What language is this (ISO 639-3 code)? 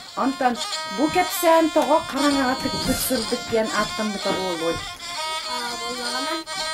sah